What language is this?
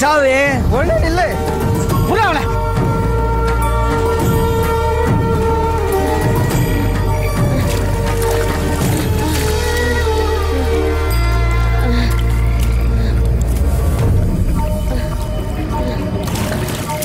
Tamil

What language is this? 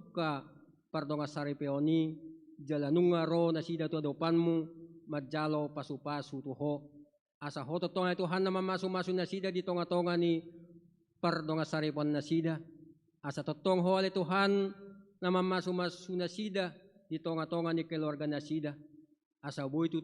Batak Toba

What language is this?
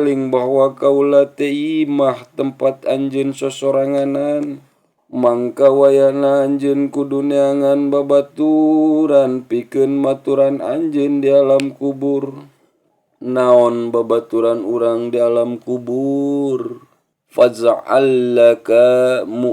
Sundanese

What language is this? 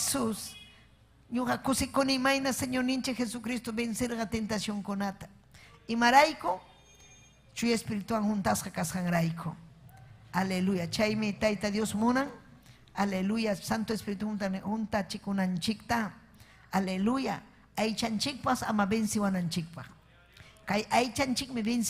Ayacucho Quechua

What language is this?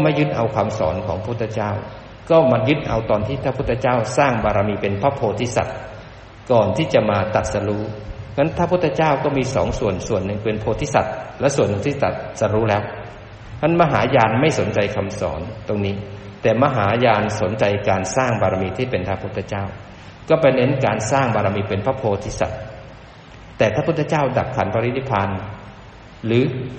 Thai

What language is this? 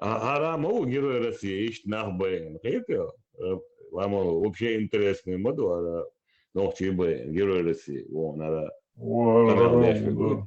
Chechen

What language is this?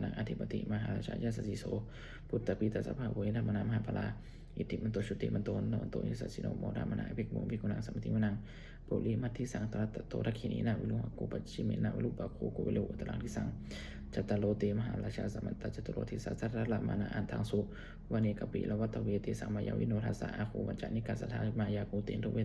Pali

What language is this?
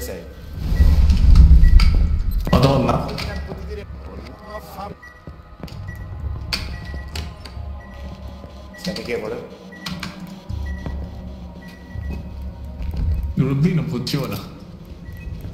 Italian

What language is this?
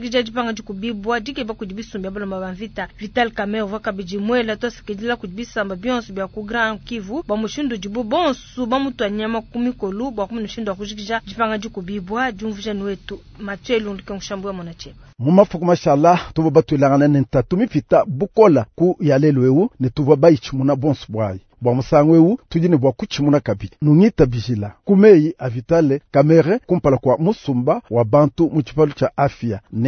Luba-Lulua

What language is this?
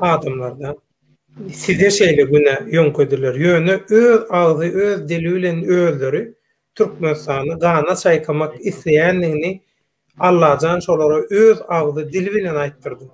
Turkmen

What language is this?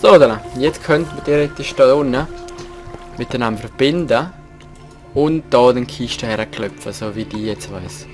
Swiss German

